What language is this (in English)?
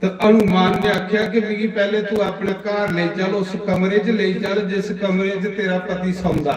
Dogri